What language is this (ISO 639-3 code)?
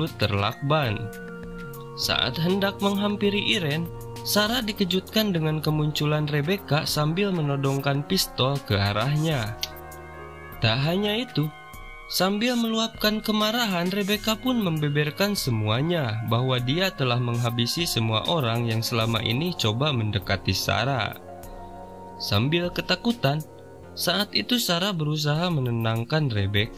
ind